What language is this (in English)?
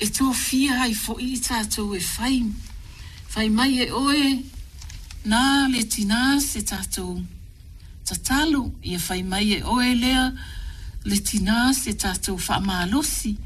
Samoan